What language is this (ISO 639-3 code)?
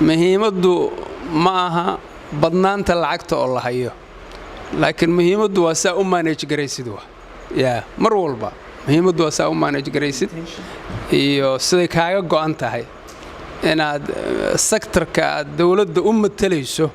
som